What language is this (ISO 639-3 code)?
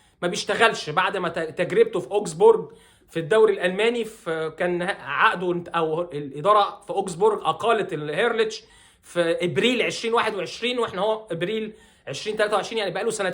arz